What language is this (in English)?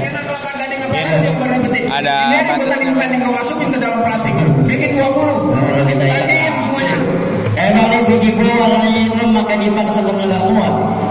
Betawi